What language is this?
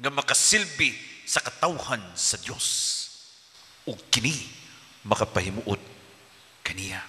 Cebuano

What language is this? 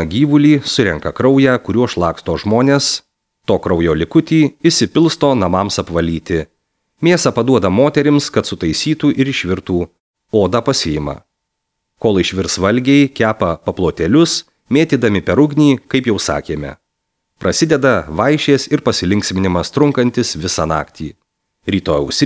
Lithuanian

